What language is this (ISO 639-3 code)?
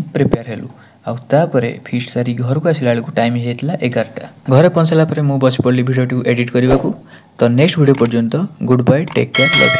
ori